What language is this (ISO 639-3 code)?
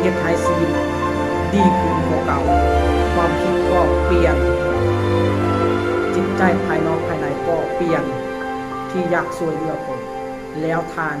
lao